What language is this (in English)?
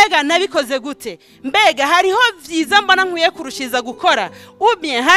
Rundi